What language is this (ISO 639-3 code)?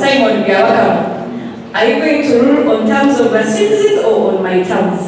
nyn